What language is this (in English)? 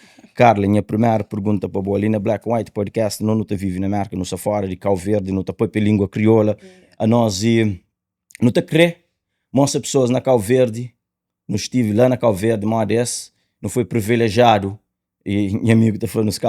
Kabuverdianu